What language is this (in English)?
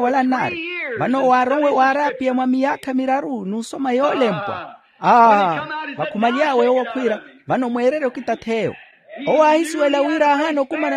Makhuwa